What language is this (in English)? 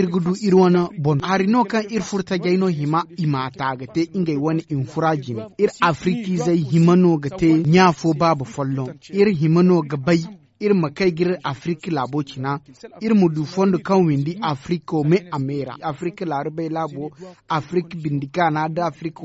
Zarma